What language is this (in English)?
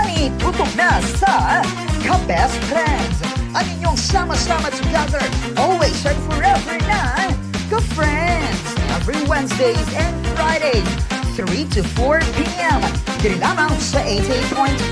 Hiligaynon